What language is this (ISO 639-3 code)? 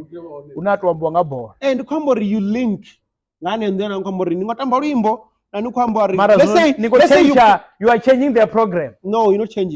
ven